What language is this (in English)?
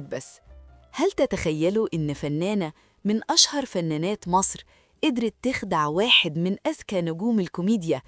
Egyptian Arabic